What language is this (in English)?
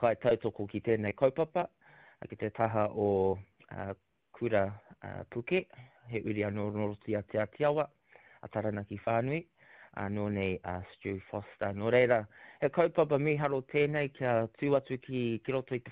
Māori